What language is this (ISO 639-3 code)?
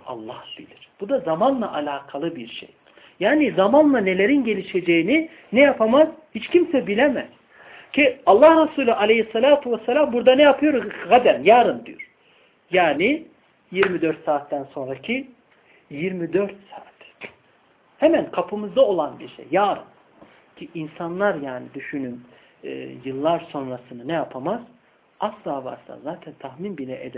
tur